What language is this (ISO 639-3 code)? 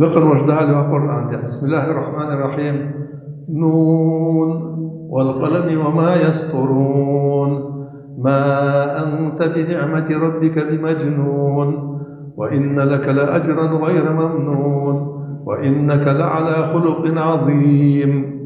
inh